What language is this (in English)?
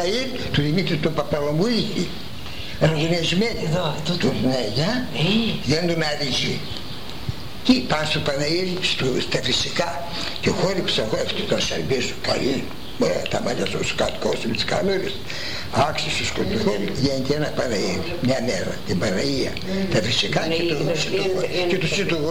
Greek